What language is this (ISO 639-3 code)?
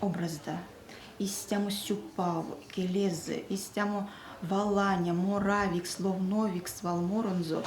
myv